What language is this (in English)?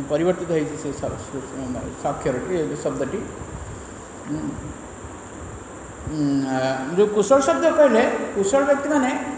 Odia